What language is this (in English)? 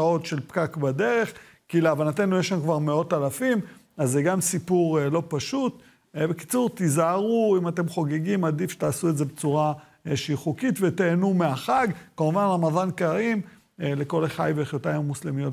Hebrew